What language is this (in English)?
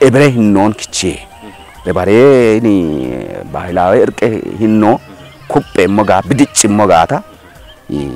Kafa